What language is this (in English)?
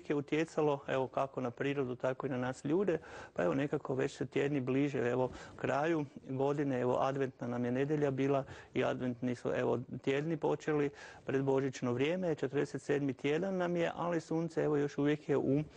Croatian